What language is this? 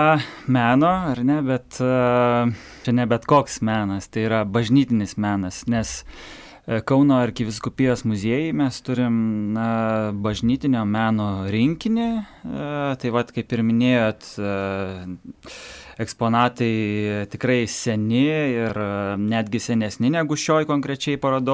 Lithuanian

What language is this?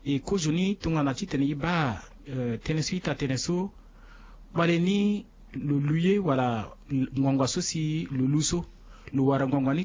Sango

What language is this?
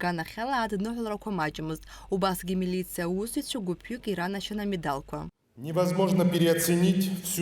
Abkhazian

